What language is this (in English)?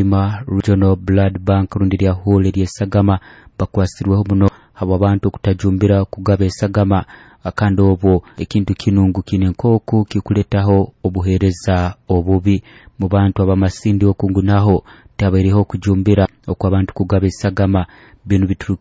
Nyoro